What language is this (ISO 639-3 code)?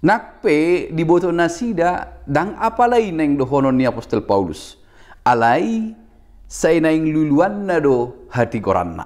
bbc